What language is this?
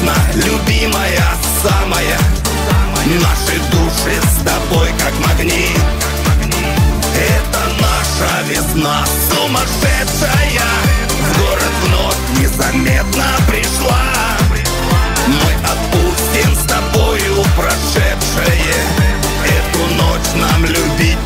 Russian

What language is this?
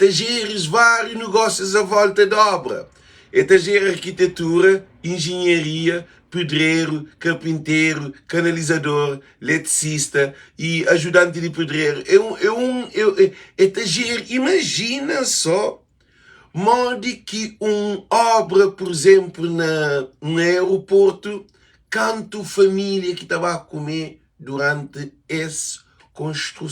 Kabuverdianu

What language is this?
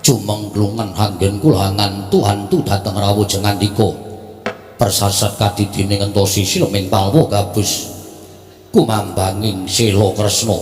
Javanese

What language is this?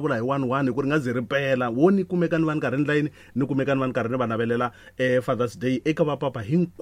Tsonga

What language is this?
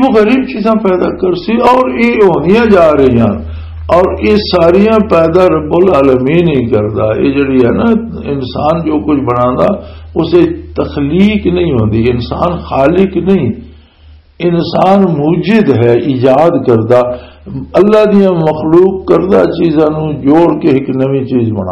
Western Panjabi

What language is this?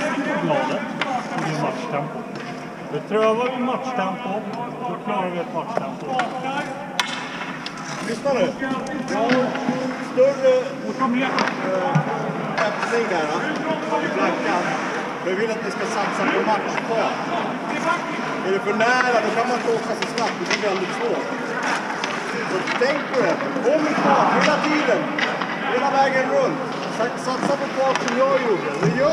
Swedish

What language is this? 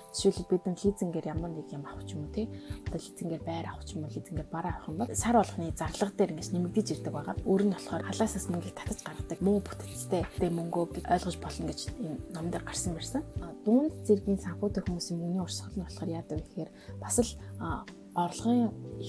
Mongolian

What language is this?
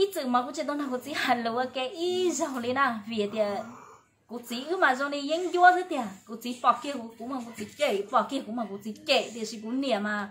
Hmong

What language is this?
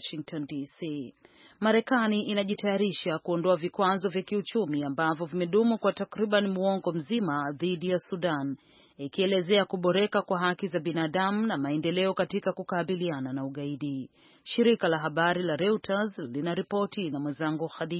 Swahili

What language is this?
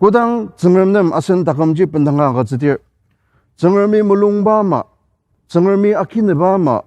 Ao Naga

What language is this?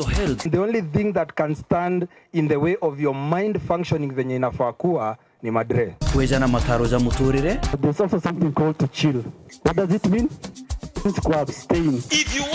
Meru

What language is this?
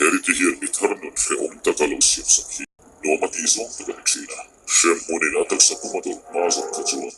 Mizo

